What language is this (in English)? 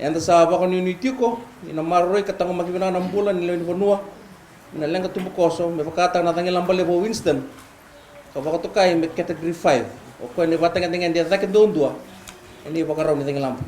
Fijian